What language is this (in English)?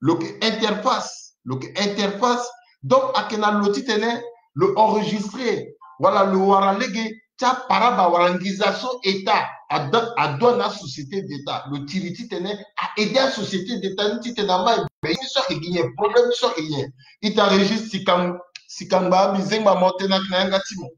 Sango